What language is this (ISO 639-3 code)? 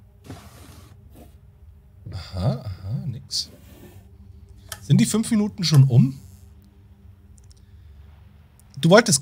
deu